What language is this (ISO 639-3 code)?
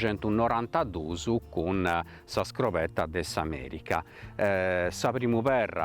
srd